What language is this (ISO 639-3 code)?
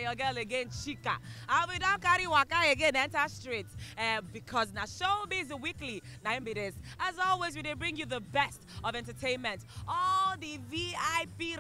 pcm